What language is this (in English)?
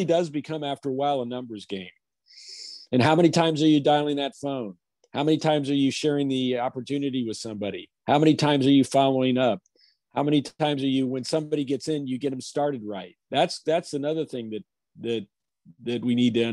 English